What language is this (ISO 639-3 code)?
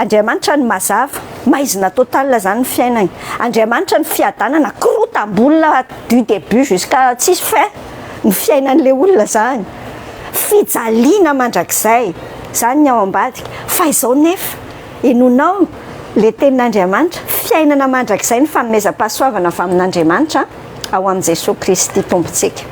mlg